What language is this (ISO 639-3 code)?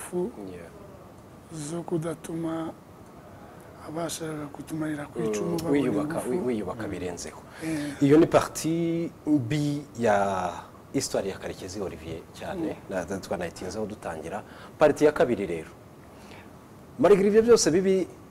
kin